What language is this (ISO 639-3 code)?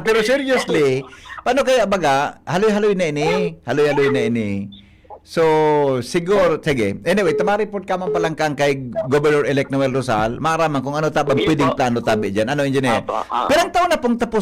bik